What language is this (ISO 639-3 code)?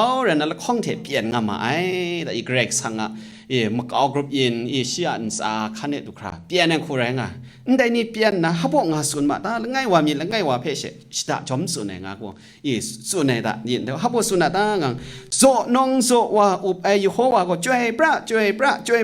kac